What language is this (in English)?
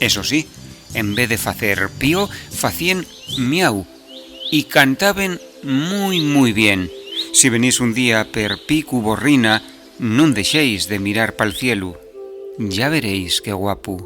Asturian